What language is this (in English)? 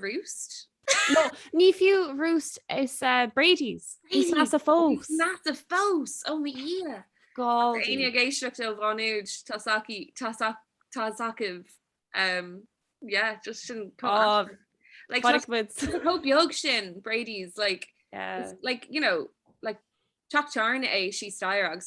Irish